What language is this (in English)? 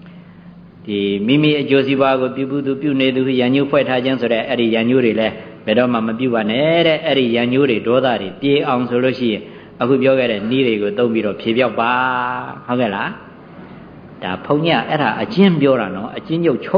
Burmese